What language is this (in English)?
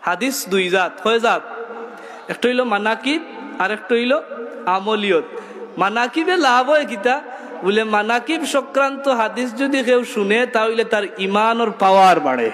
Sylheti